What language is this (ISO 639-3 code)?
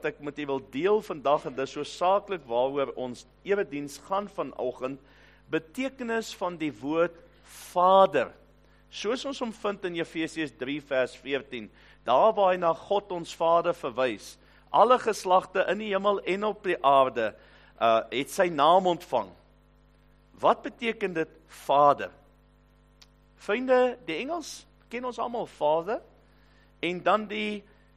afr